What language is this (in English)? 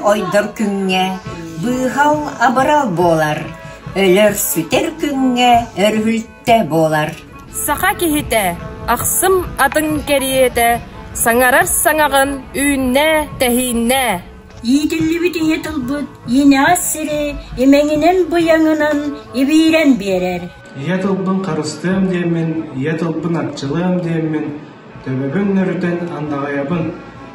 Yakut